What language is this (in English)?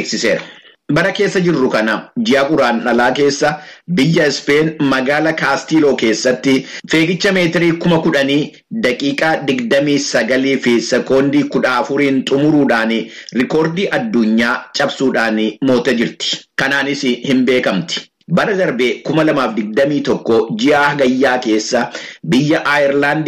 Oromo